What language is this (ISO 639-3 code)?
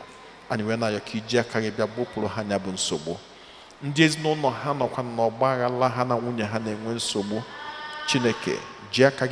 ibo